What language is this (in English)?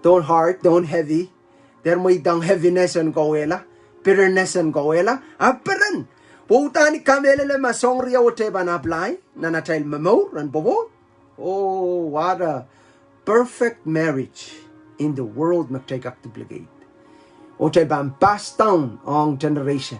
Pohnpeian